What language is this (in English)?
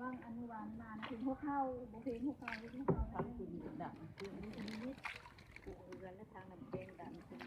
Lao